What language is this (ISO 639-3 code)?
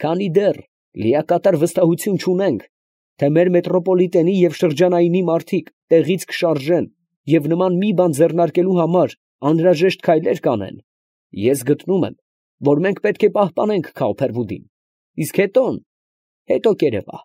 hye